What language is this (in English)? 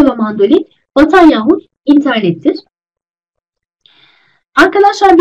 Turkish